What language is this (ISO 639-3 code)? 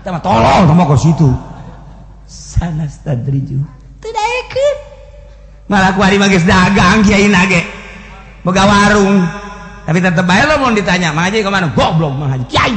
sun